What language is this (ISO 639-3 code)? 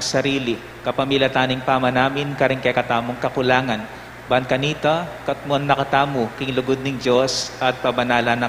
pam